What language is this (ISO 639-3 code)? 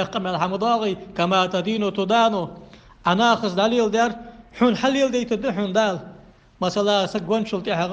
inh